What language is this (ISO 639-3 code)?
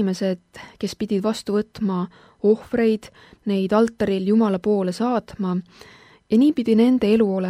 est